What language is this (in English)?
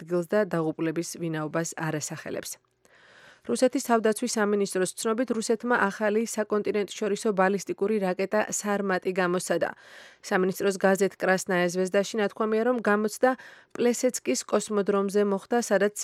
Georgian